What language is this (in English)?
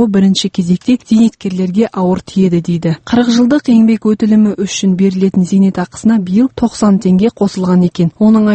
Kazakh